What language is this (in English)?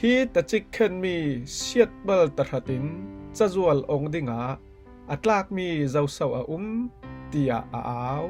Falam Chin